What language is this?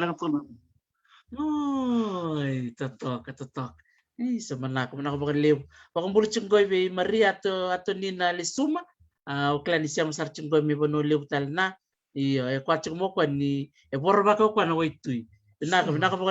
Fijian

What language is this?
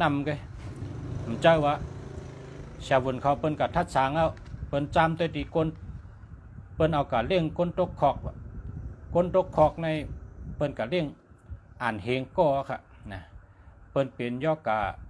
Shan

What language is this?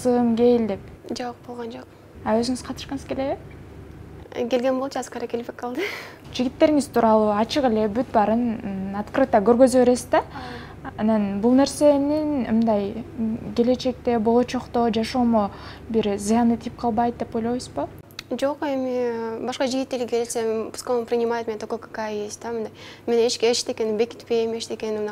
Kyrgyz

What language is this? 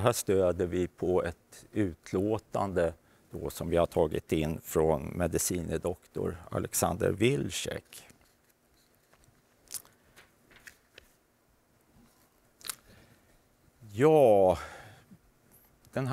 Swedish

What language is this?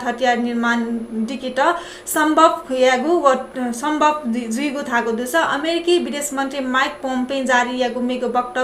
Newari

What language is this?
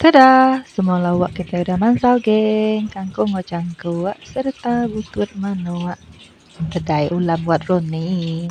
Iban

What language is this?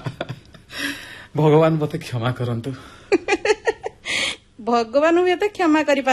Odia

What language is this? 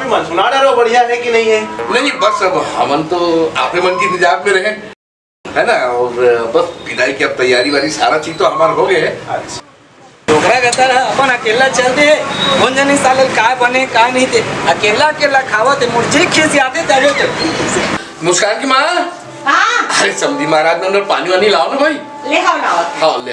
Chhattisgarhi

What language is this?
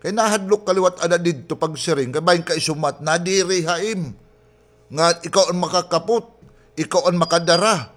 Waray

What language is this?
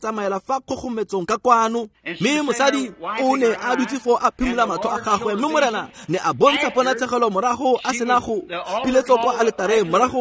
Tswana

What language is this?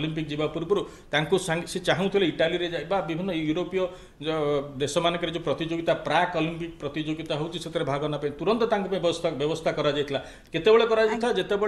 Odia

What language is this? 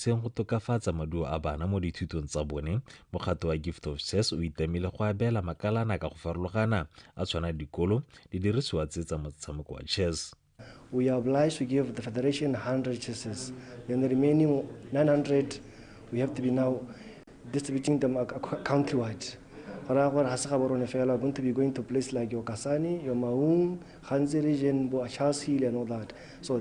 Tswana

